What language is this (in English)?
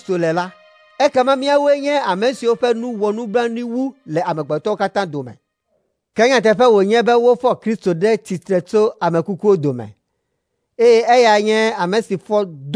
Ewe